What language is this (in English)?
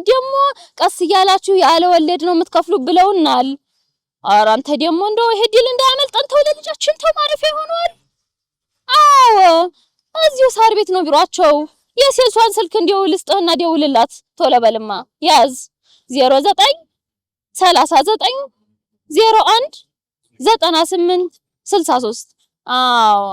Amharic